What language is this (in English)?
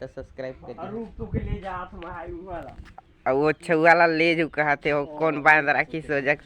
Chhattisgarhi